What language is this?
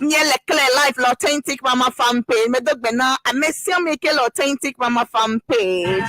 Ewe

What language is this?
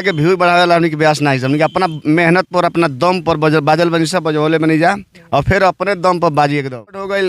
Bhojpuri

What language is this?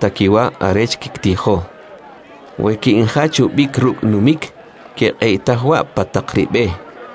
Kʼicheʼ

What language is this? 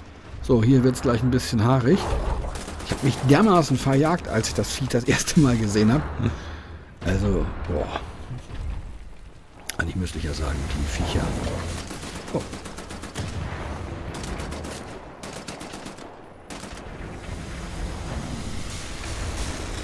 German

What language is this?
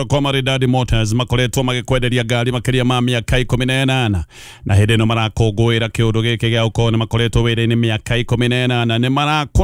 Kikuyu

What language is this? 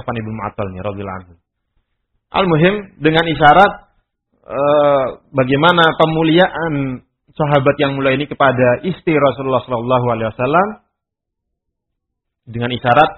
Indonesian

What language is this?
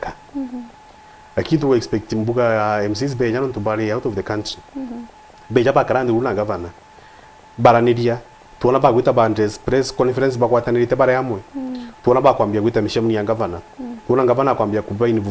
Meru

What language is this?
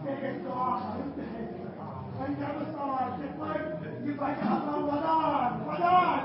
Kashmiri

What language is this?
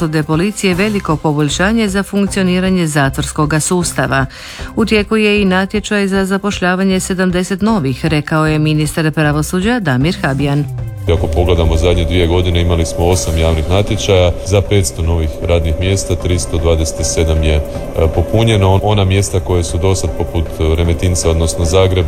Croatian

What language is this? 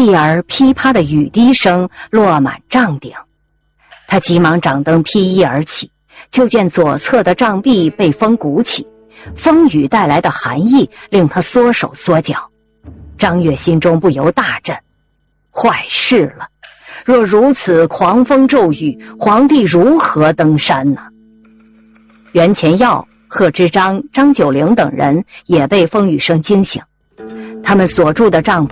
Chinese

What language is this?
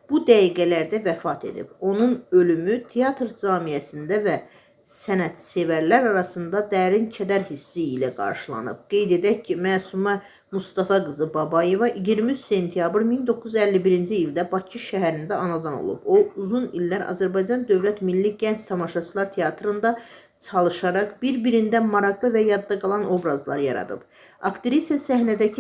Azerbaijani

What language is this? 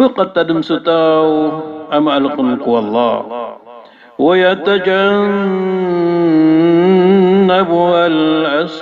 Maranao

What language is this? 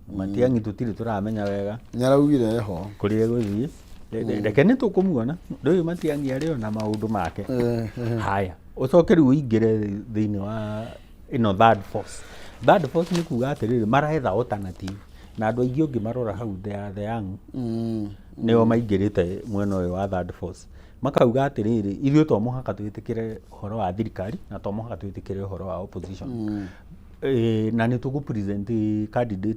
Kikuyu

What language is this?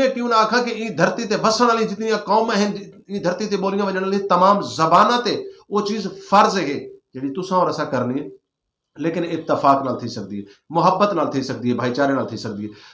Saraiki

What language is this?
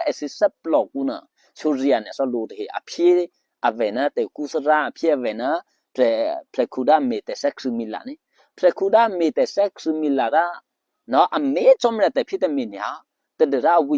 Eastern Kayah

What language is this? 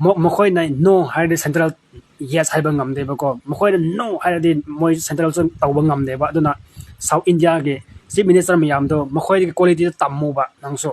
Manipuri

